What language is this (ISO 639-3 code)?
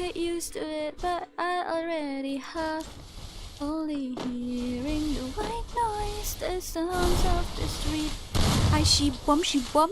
kha